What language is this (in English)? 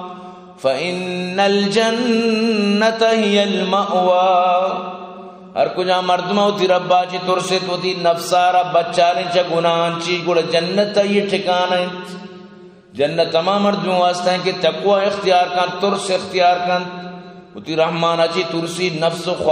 Eastern Balochi